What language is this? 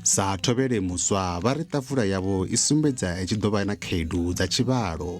Venda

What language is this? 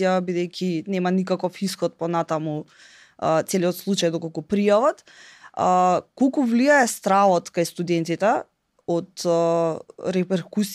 Macedonian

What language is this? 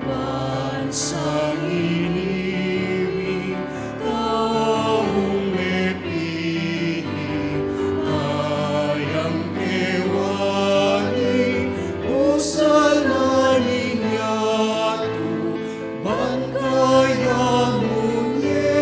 Pampanga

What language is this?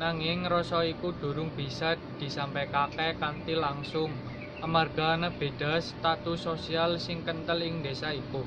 Javanese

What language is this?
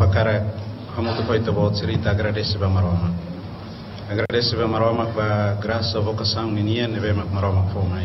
Tetum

